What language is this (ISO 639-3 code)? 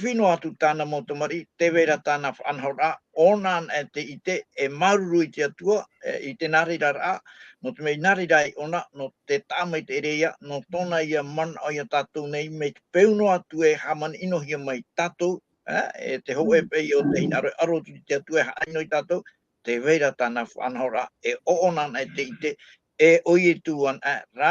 tah